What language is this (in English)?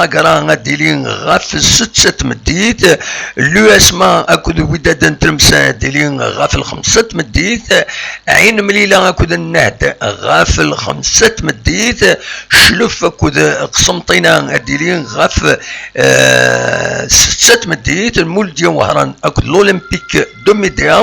Kabyle